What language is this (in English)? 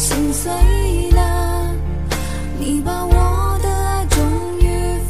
Chinese